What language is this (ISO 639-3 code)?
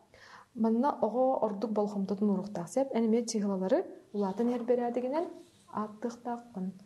sah